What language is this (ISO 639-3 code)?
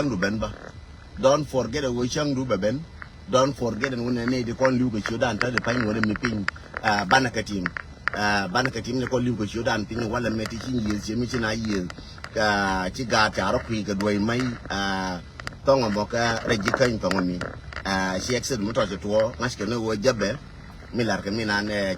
nus